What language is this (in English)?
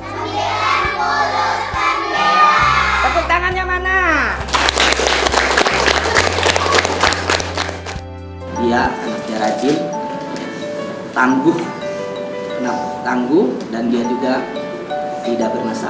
Indonesian